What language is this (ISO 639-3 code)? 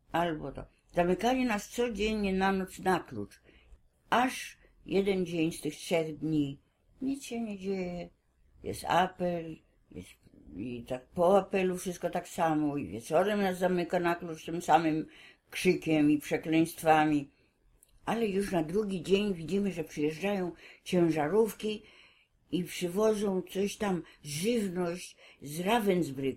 pol